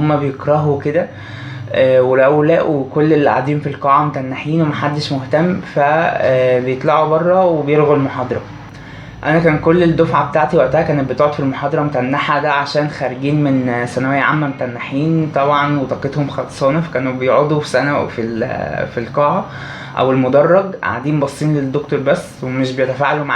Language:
Egyptian Arabic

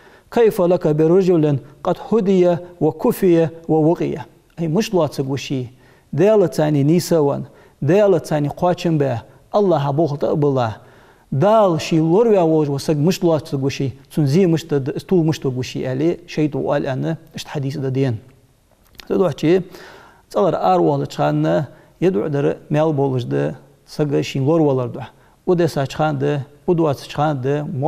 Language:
Ingush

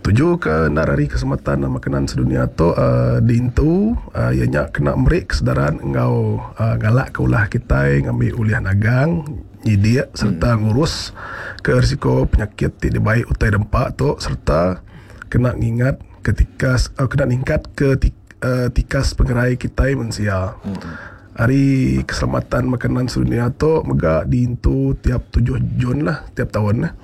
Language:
Iban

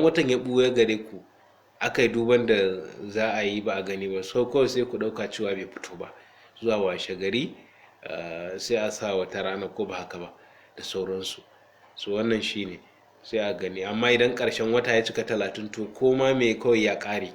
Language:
Hausa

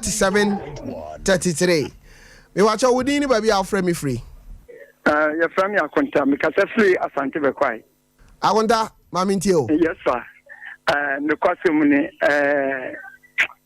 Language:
Akan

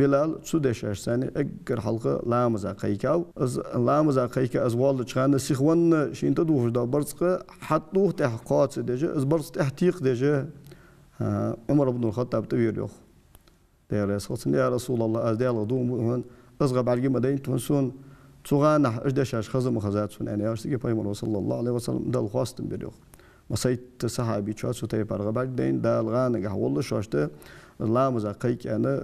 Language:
Ingush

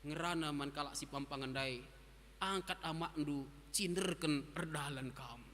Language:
Batak Karo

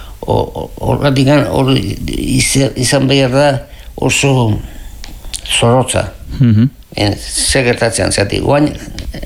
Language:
Basque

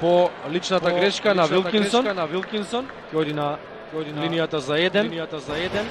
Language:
Macedonian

